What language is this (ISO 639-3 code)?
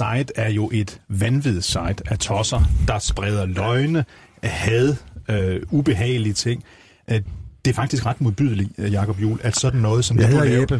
dan